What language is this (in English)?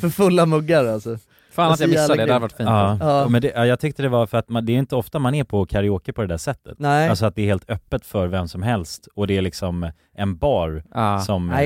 Swedish